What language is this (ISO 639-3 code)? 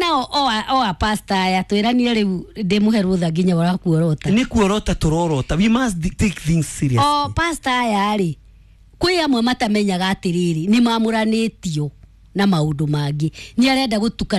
kik